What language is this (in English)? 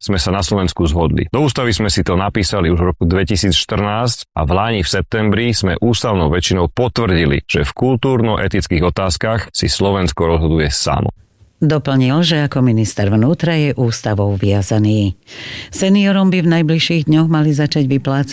Slovak